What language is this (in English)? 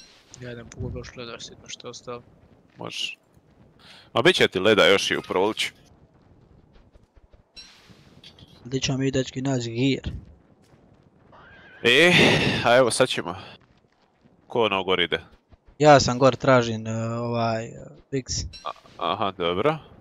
Croatian